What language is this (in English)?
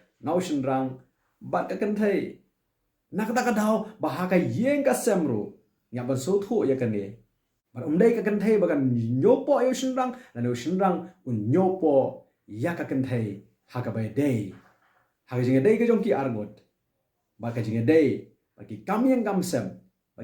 Khasi